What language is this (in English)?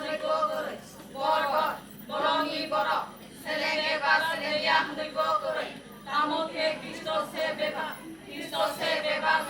Kok Borok